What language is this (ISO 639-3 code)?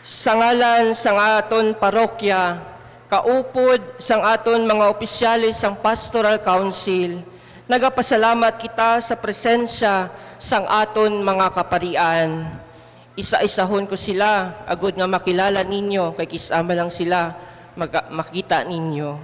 hil